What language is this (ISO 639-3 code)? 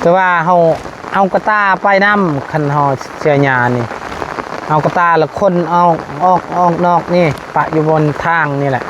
lao